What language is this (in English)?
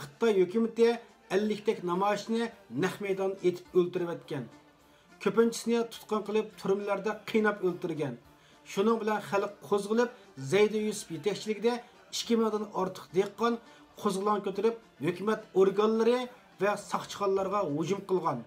Uyghur